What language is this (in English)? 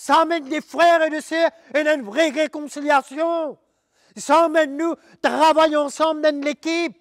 Morisyen